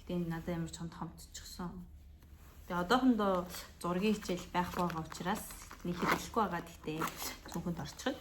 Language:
Mongolian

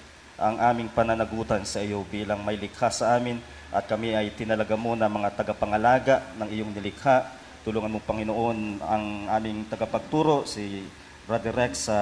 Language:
Filipino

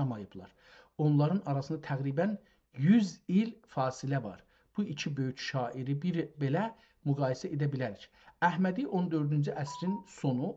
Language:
South Azerbaijani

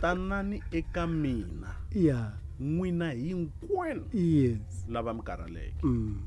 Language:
Tsonga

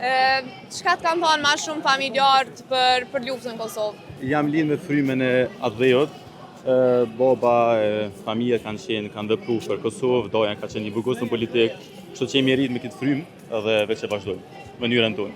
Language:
Albanian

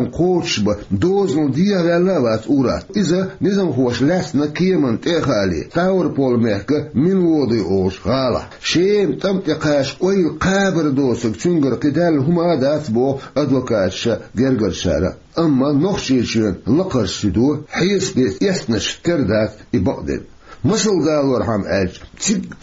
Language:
Chechen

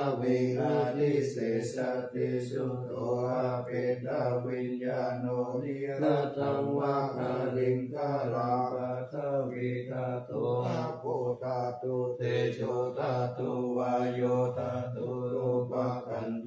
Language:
Pali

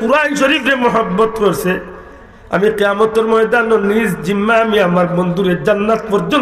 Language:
Sylheti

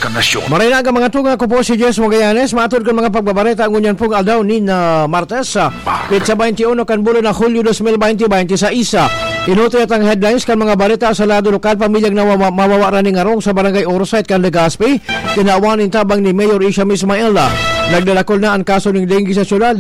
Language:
Bikol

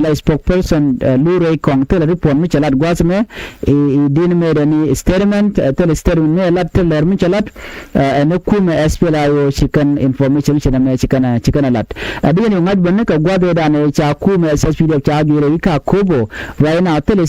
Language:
Nuer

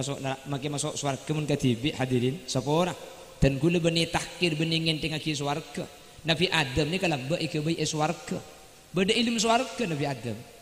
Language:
Madurese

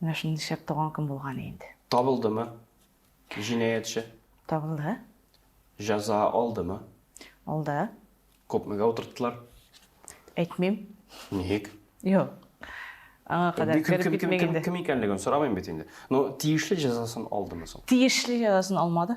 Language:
Tatar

